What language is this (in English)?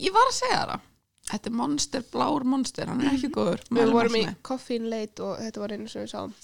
Icelandic